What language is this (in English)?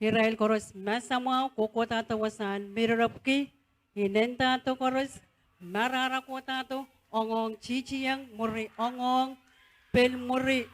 Pohnpeian